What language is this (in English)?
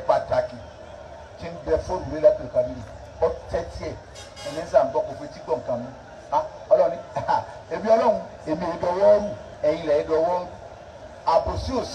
Yoruba